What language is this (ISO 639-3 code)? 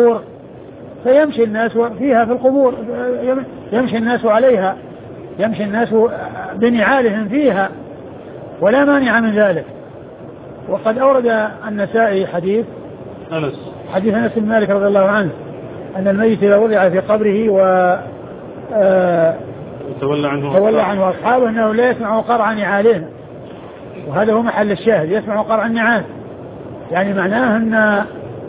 ara